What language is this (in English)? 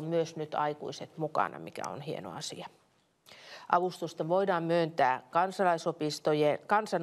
Finnish